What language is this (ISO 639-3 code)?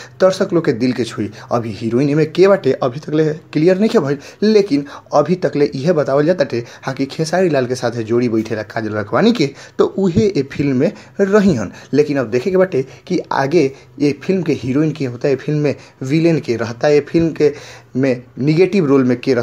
bho